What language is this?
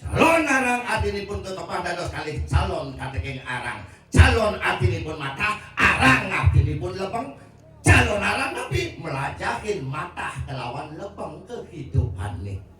Balinese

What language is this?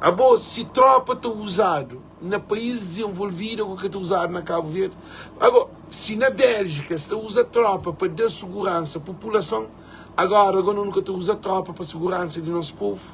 Kabuverdianu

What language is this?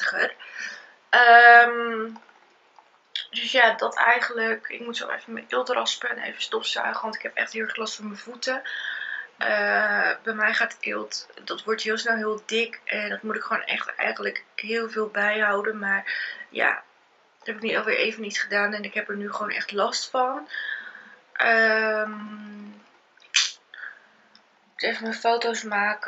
Dutch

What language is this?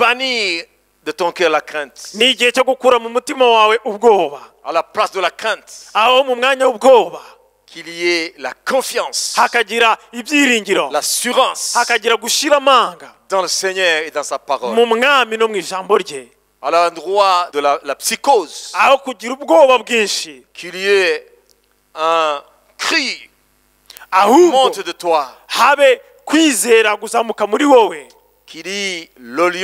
Kinyarwanda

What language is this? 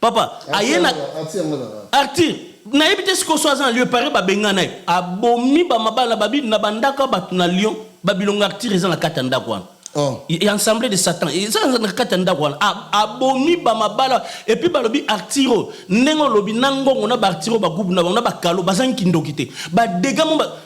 Lingala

